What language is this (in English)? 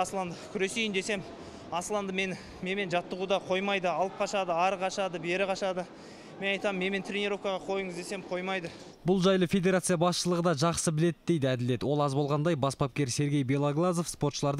Kazakh